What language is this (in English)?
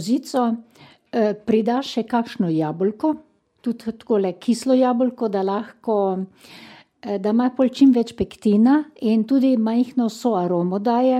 Slovenian